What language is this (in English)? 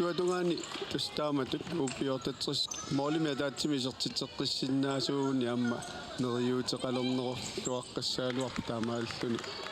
Kalaallisut